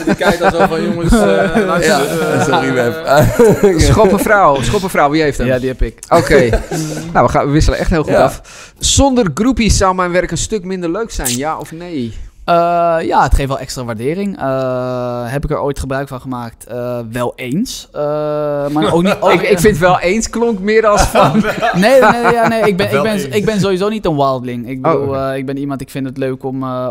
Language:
Dutch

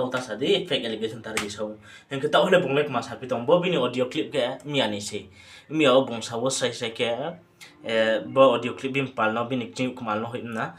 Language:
Riang (India)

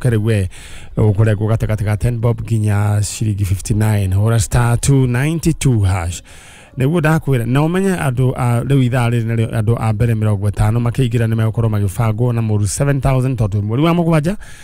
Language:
Kikuyu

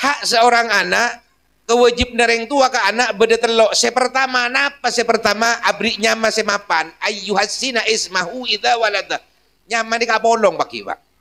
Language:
Madurese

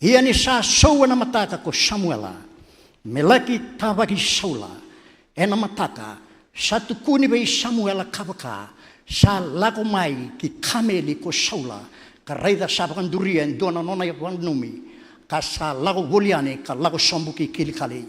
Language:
Fijian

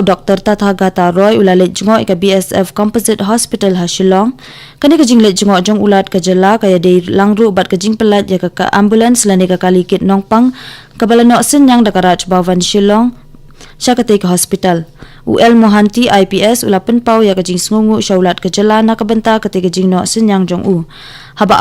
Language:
Khasi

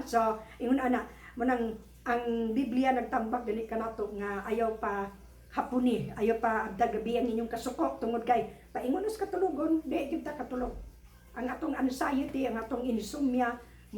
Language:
Cebuano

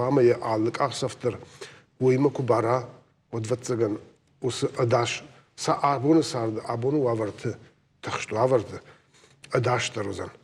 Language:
Ossetic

